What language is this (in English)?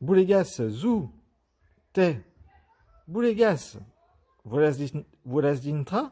Occitan